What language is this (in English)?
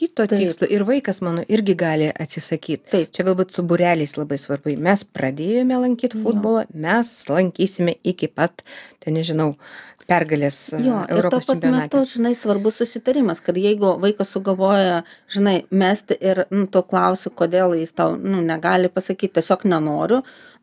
Lithuanian